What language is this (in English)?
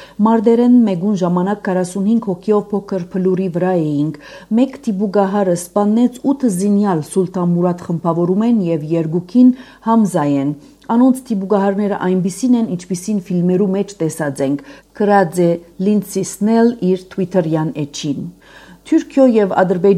Armenian